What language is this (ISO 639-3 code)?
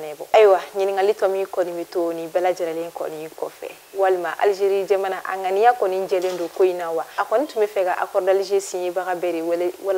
bam